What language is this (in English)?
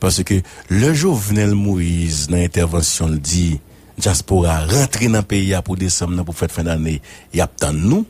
Haitian Creole